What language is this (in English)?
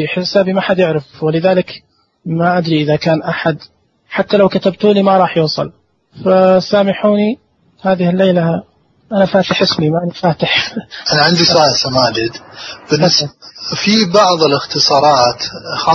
Najdi Arabic